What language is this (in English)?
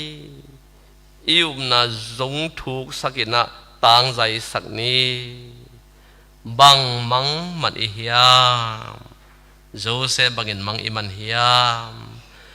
Tedim Chin